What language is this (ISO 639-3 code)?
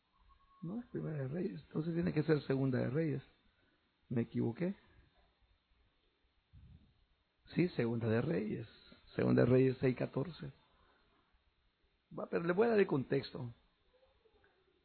spa